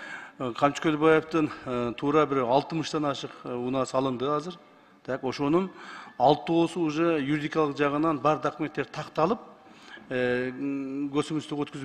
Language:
Kyrgyz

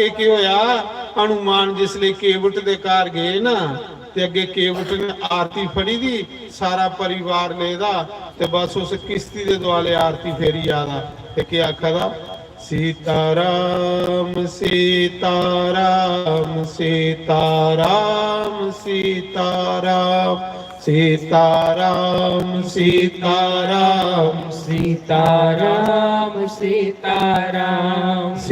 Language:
Dogri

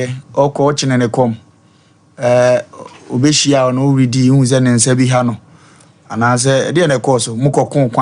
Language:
Akan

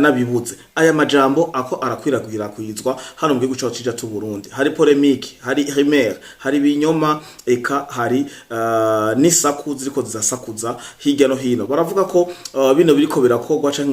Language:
Rundi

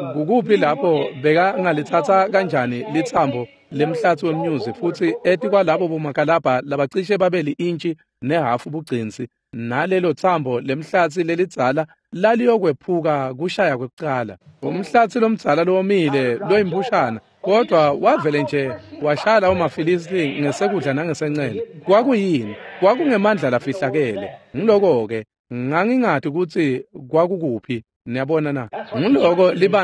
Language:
Swati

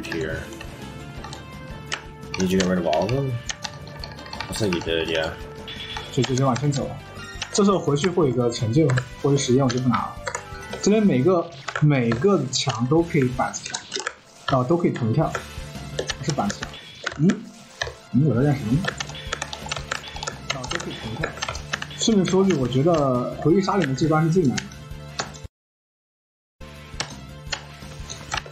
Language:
Chinese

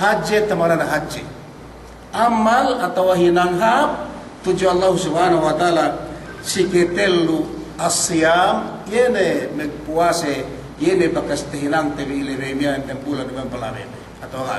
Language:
Yakan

